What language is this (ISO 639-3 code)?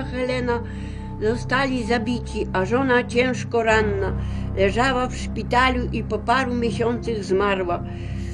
pol